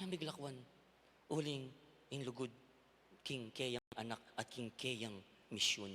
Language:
Pampanga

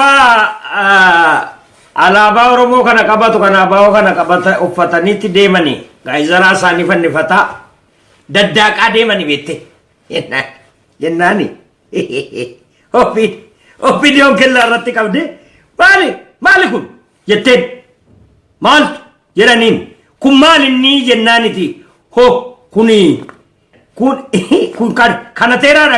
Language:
Oromo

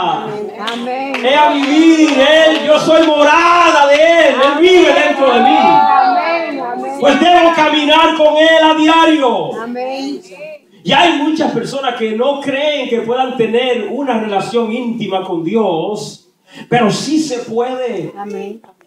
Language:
Spanish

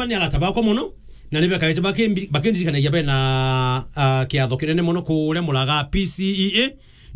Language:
Meru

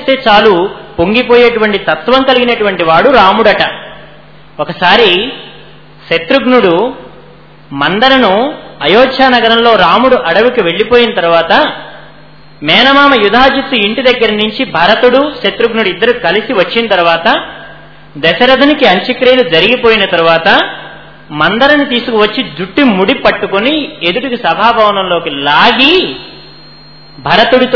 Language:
Telugu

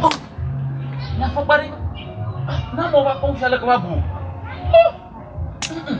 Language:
Ewe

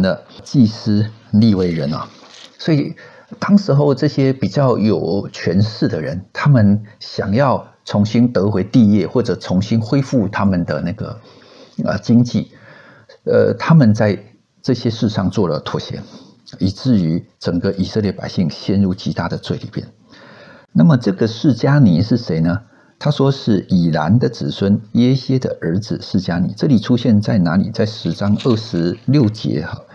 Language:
Chinese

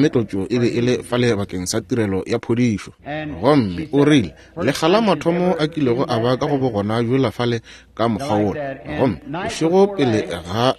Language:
Northern Sotho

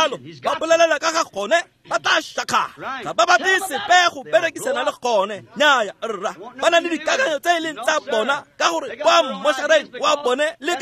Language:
Tswana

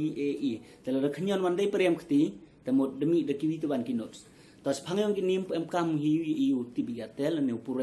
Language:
Khasi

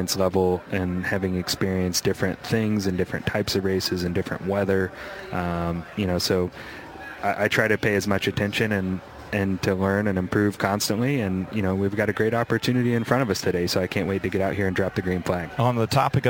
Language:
English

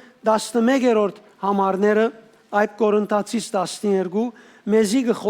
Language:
Western Armenian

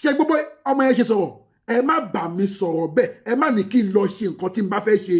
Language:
Yoruba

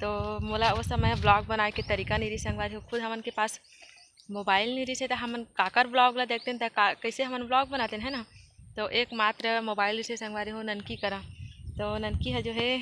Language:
Chhattisgarhi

